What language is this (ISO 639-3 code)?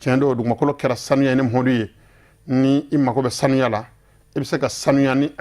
bam